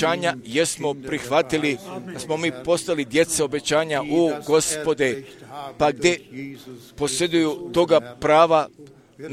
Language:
Croatian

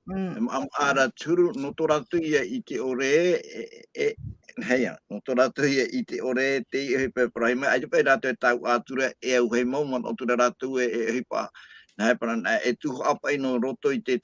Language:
Tahitian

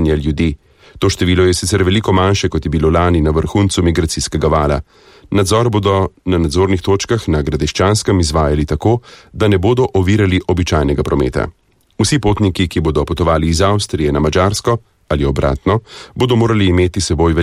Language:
Slovenian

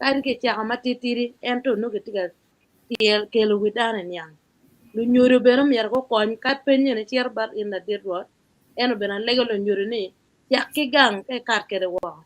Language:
Acoli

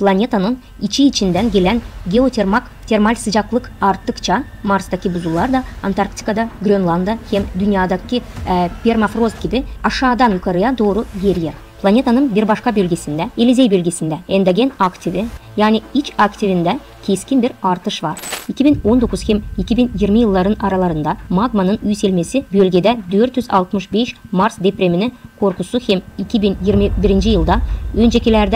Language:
Gagauz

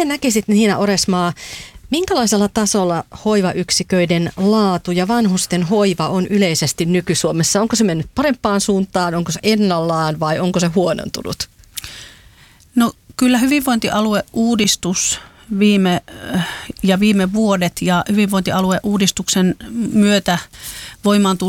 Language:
Finnish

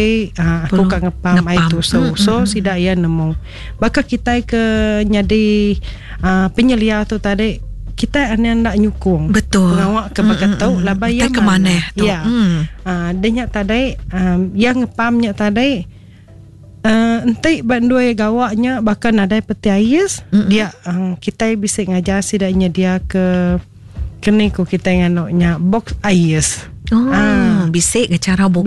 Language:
Iban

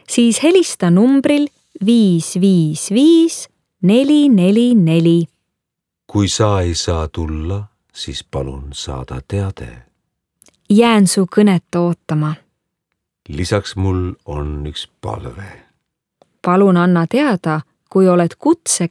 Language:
Estonian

